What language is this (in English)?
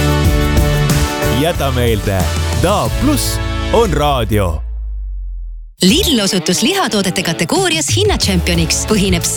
Estonian